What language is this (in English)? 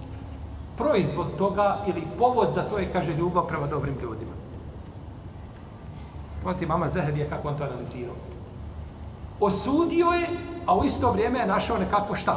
Bosnian